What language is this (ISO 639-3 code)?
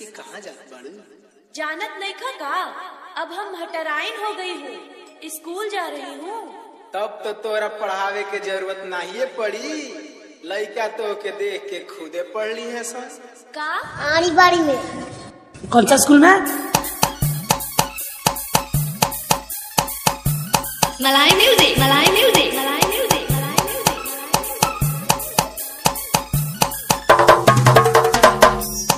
bho